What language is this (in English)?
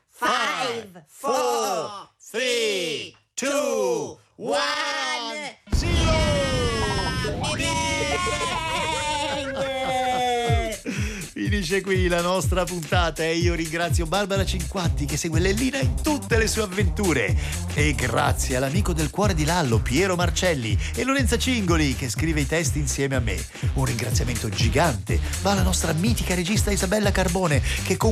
Italian